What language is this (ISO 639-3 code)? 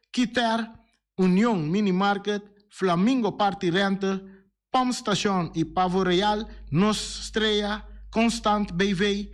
pap